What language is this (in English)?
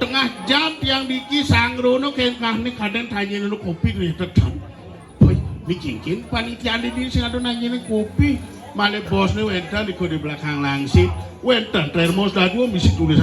Balinese